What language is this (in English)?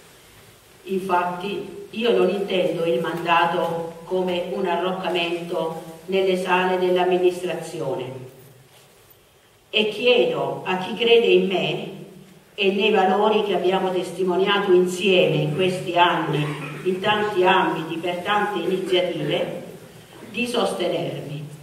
Italian